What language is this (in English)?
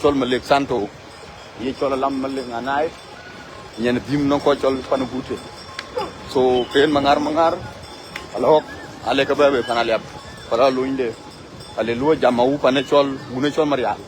Dinka